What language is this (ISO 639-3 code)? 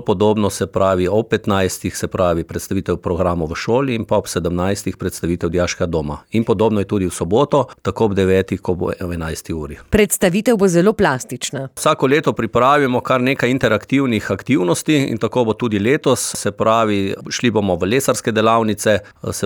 slv